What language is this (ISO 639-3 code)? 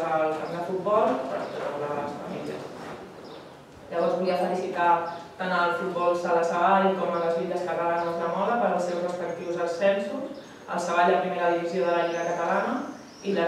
cat